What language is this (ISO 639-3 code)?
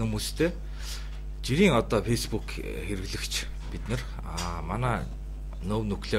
mon